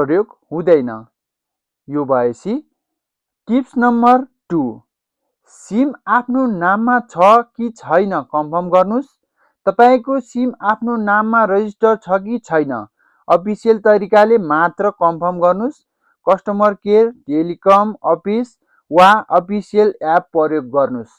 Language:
Nepali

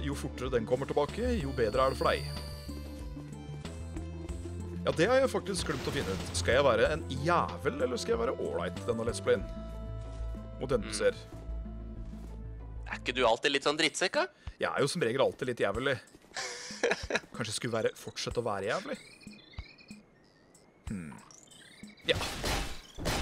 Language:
Norwegian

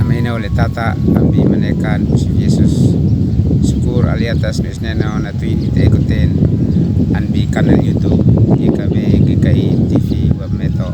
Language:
Uab Meto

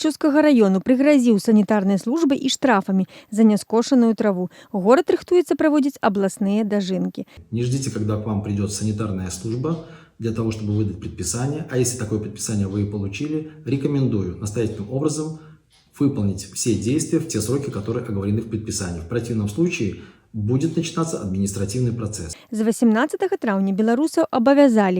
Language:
Belarusian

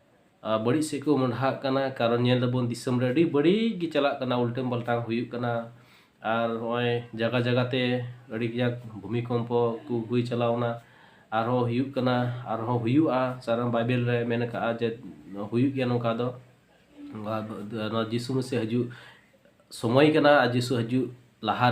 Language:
Santali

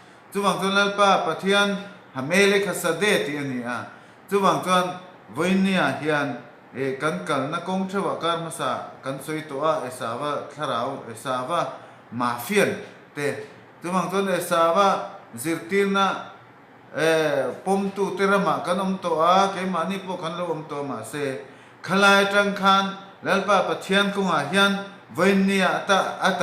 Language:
Mizo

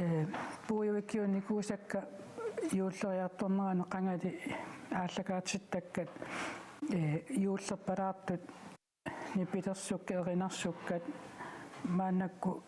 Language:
Kalaallisut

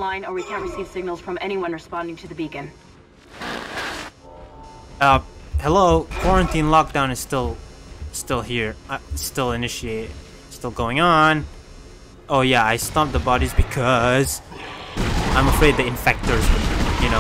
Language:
English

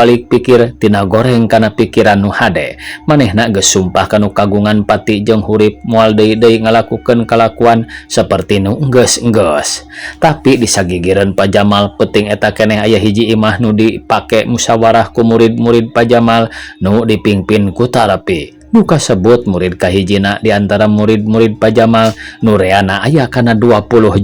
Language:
Sundanese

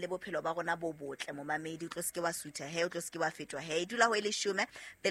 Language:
Southern Sotho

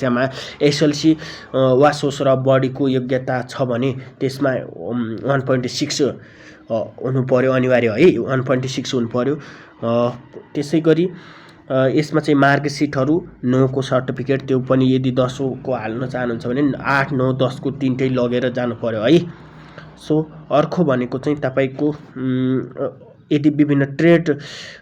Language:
Nepali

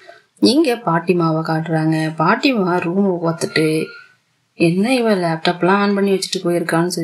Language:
Tamil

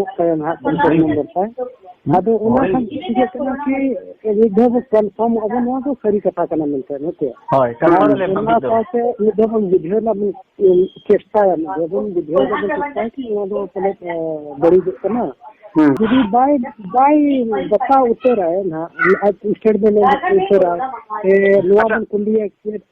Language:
Santali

